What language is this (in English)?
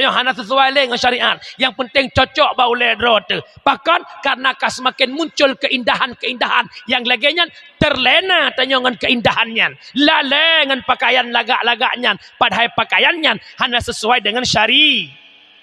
Achinese